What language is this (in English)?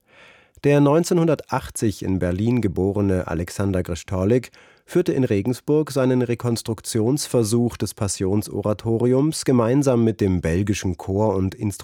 German